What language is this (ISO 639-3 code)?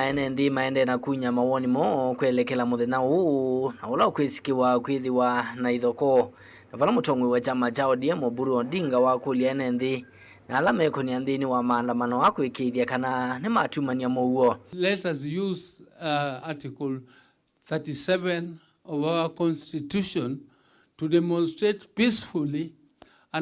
kam